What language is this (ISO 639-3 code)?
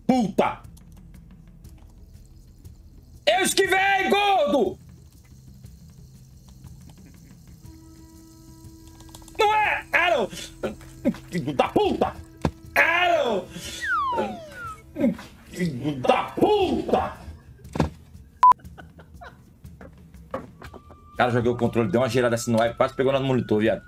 por